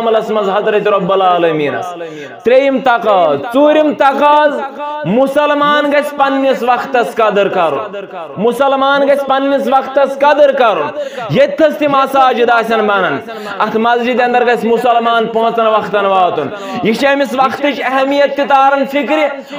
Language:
Kashmiri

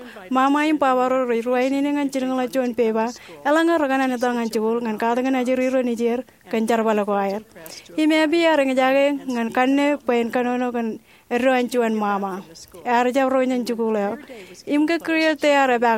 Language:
Marshallese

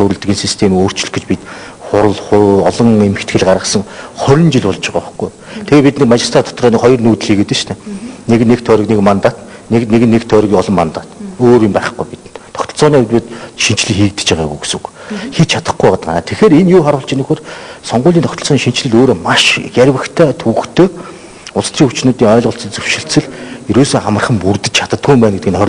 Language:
Mongolian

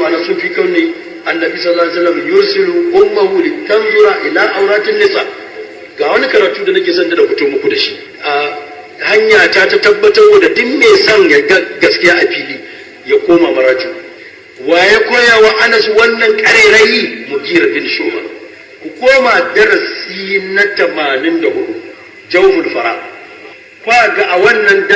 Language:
Hausa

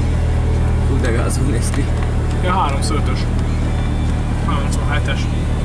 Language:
Hungarian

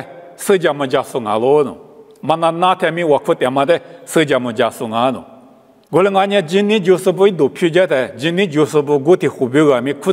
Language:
Lisu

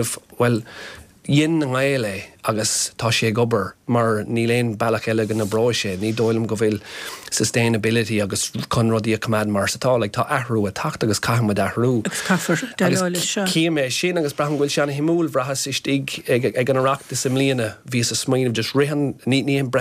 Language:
Irish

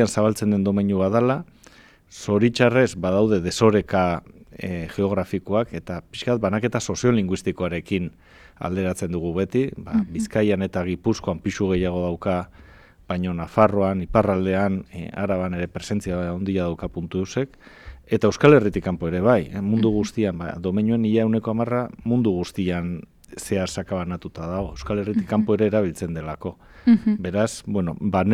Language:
Basque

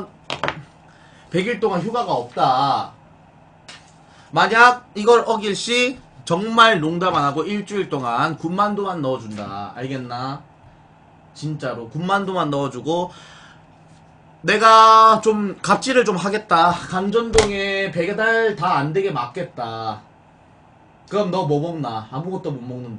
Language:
Korean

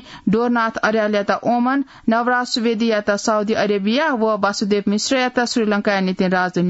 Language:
Newari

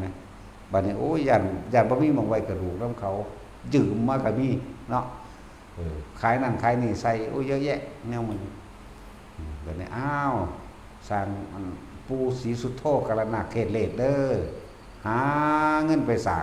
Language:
Northeastern Thai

